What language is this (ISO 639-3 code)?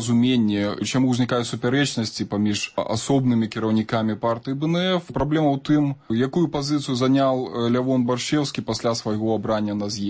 bel